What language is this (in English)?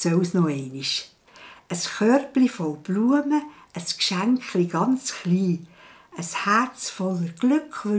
Swiss German